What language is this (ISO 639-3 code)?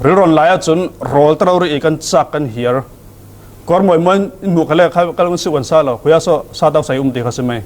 cfm